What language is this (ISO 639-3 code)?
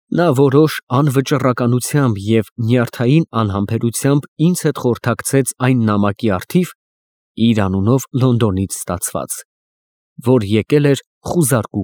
hye